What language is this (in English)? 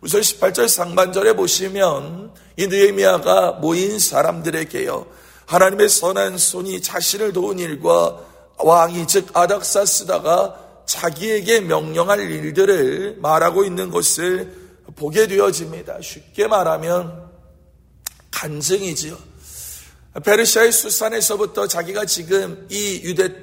Korean